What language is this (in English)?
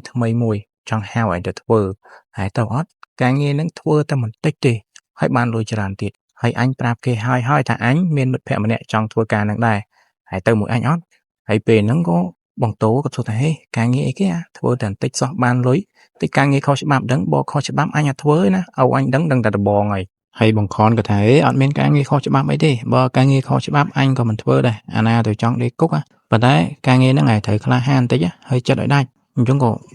Khmer